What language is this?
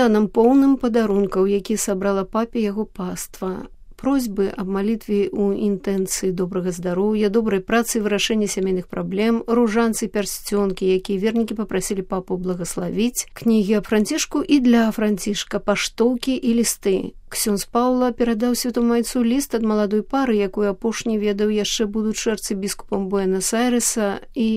Belarusian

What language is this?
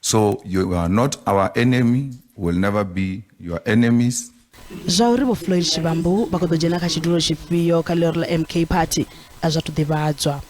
Venda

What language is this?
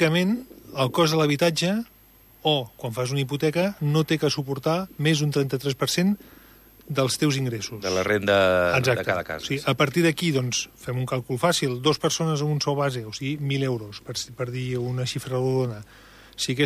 Catalan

